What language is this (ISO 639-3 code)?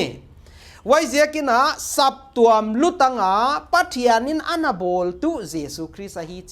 pck